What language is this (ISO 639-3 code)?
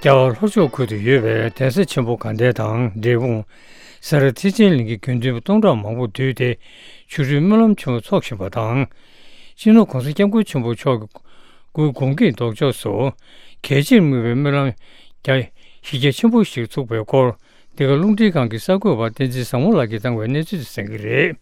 bod